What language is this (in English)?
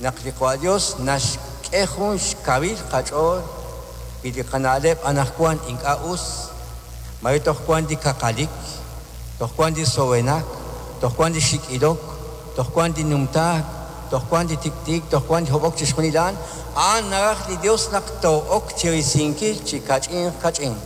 Kekchí